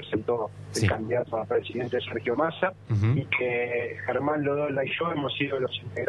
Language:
Spanish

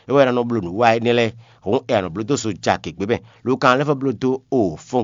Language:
Fon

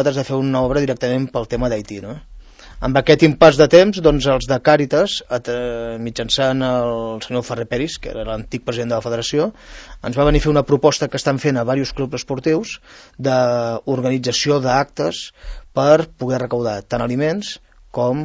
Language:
Catalan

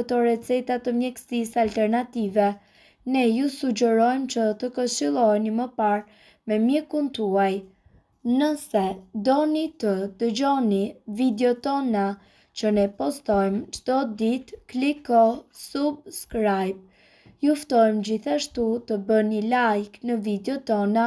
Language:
Albanian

